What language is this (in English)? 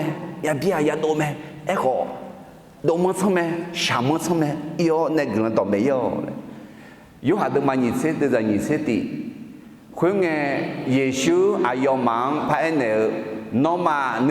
Akha